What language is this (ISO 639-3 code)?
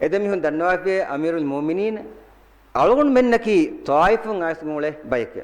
div